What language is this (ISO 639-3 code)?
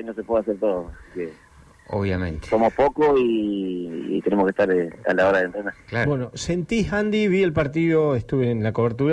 spa